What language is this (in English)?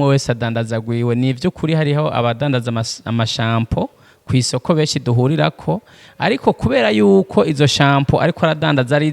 Rundi